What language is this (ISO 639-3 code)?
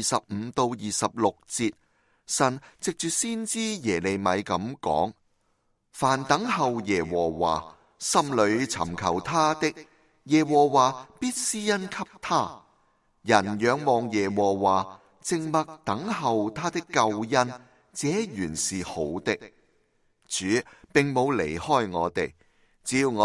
yue